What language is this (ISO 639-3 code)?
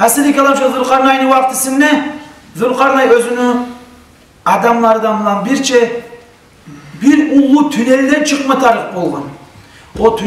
kum